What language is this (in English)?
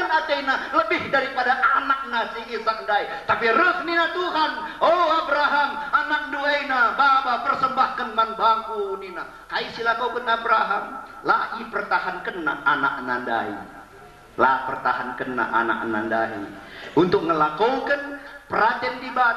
Batak Karo